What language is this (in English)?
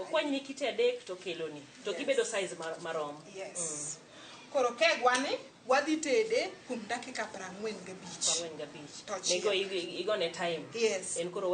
Luo (Kenya and Tanzania)